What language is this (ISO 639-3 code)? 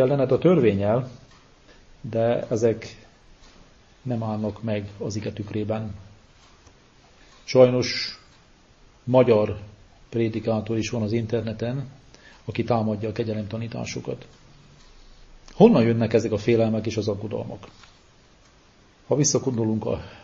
hun